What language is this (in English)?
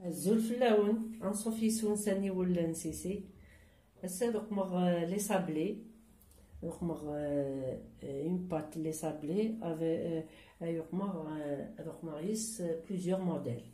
Kabyle